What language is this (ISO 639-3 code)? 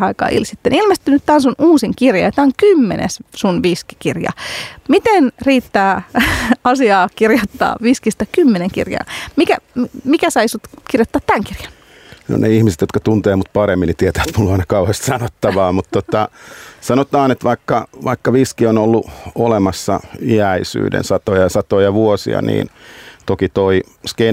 fin